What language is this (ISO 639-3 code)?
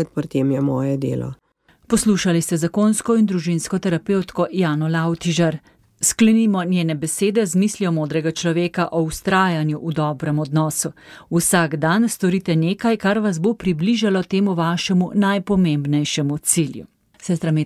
slv